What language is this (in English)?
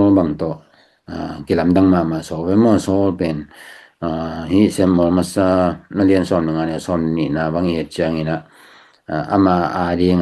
Tedim Chin